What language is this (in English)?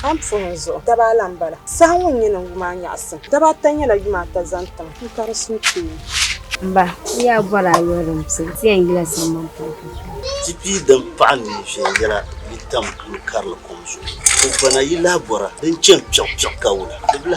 Dagbani